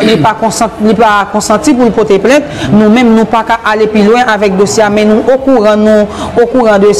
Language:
Haitian Creole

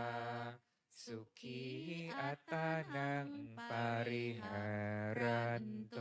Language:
Pali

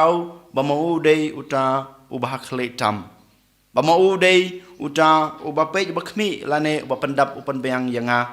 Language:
Khasi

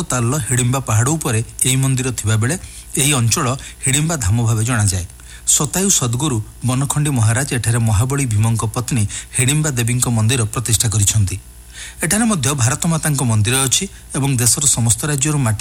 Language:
Odia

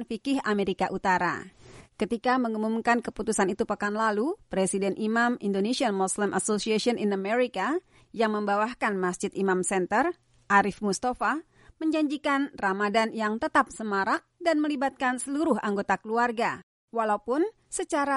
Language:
Indonesian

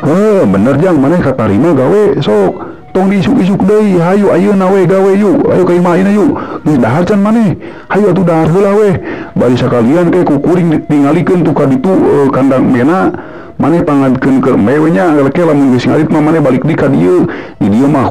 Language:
Sundanese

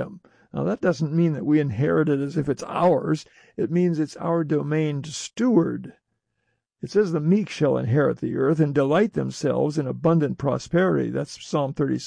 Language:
English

